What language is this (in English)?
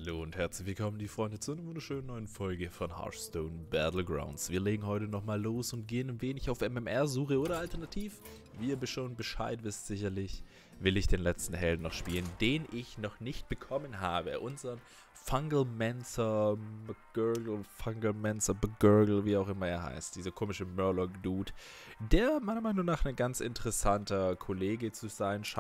German